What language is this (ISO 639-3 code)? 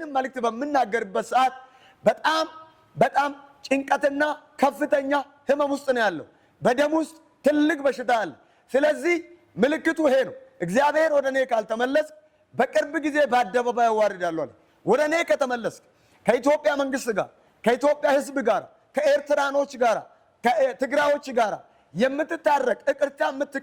amh